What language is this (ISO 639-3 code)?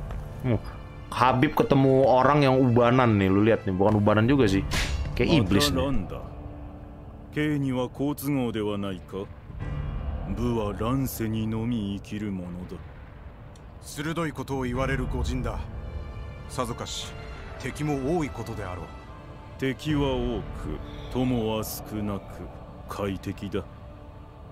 ind